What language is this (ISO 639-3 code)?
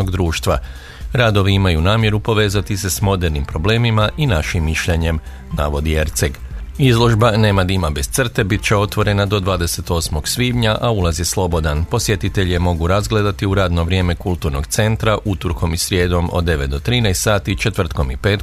hrv